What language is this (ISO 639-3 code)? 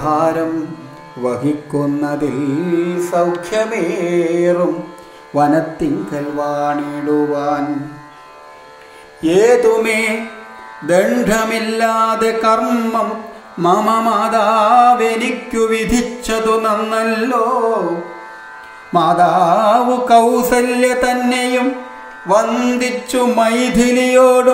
mal